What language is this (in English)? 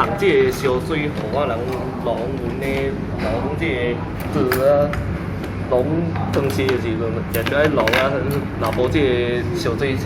Min Nan Chinese